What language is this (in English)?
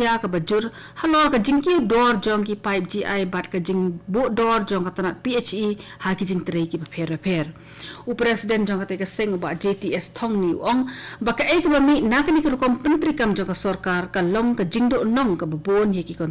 Khasi